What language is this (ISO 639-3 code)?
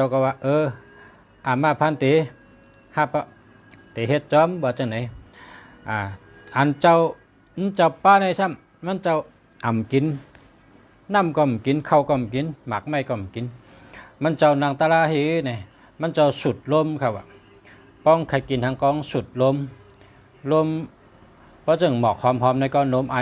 shn